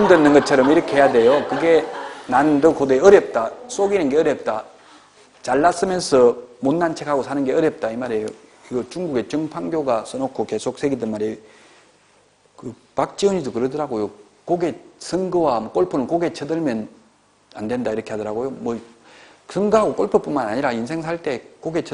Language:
Korean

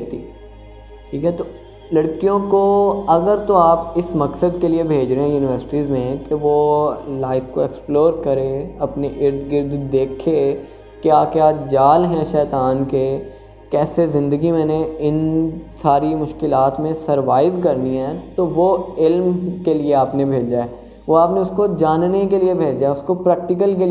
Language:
Urdu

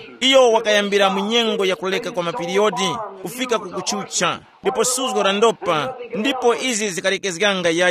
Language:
Tumbuka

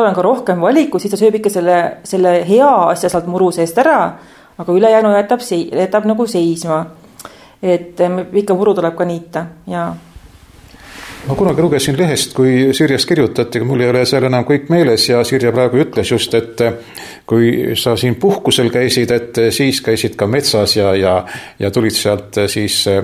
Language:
Estonian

